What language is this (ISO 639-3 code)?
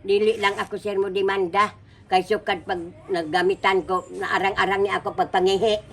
ceb